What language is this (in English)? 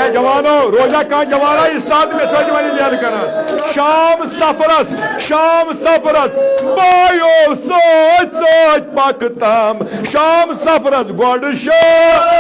Kashmiri